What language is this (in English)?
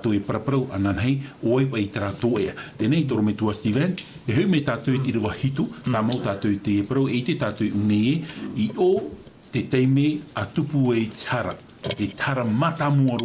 Tahitian